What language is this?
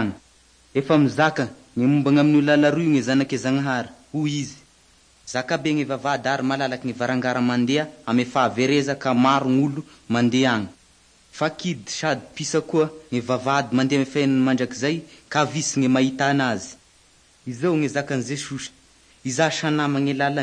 Malagasy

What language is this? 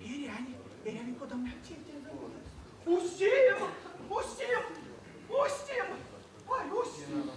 Erzya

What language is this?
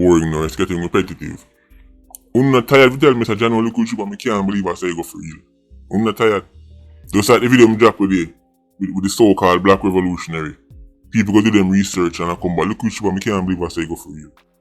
Jamaican Creole English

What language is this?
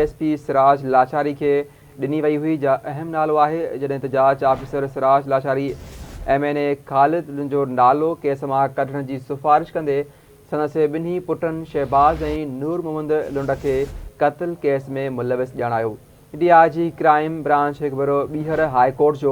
Sindhi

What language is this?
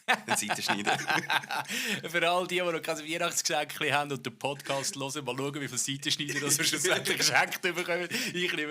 Swiss German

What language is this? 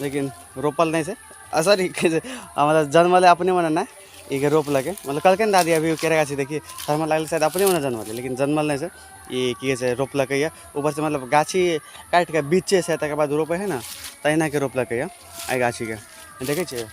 Maithili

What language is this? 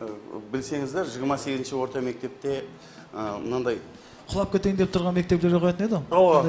Kara-Kalpak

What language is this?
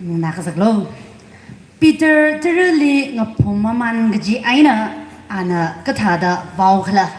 Tangkhul Naga (India)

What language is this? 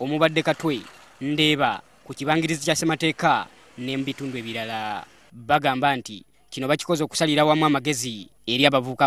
Ganda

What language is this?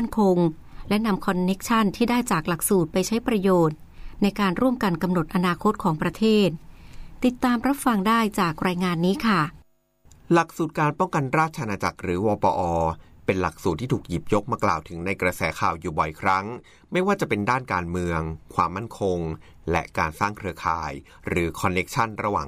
Thai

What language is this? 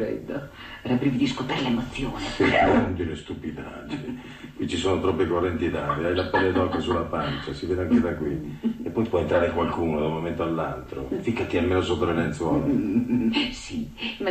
Italian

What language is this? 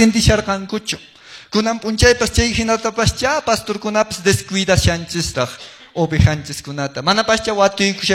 Quechua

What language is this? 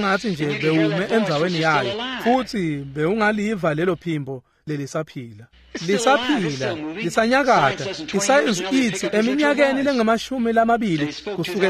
Swati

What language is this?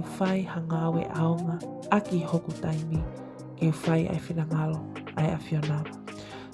Tongan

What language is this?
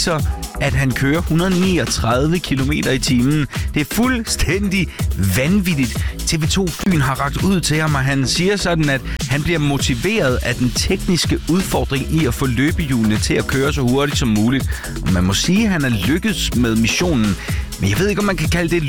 Danish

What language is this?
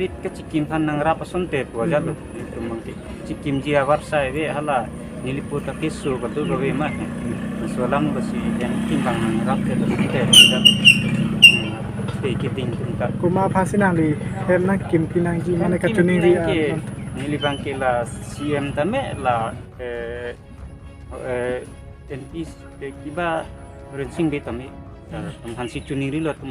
Karbi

